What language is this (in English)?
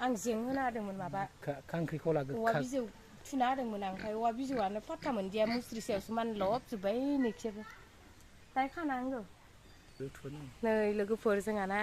Bodo